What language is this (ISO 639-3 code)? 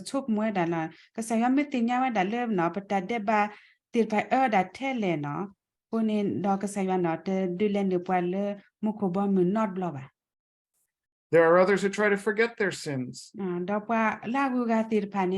ksw